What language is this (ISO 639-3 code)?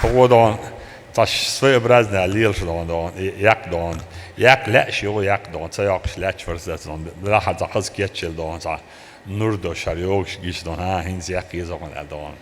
che